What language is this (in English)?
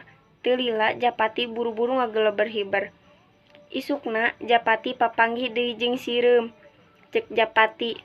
Sundanese